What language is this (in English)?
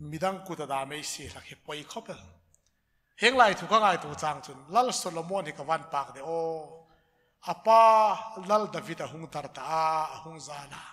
Hmar